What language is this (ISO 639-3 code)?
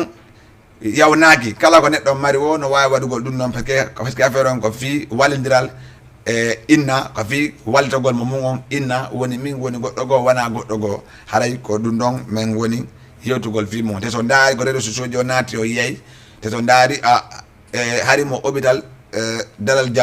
ful